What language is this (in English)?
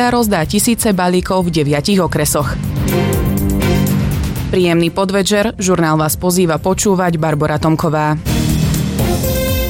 Slovak